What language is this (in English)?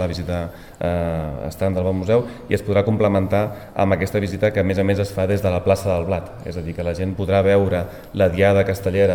Catalan